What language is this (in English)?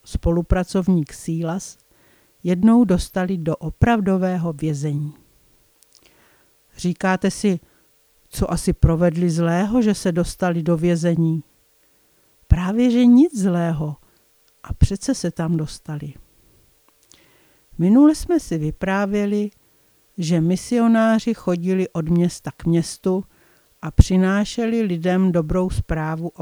Czech